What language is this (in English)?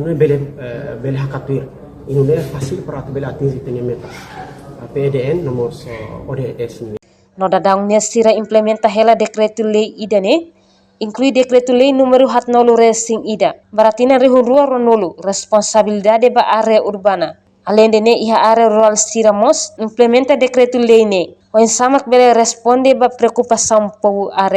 Tetum